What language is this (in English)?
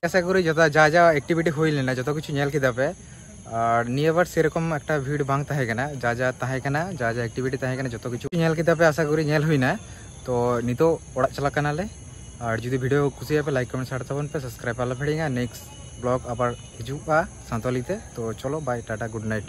Santali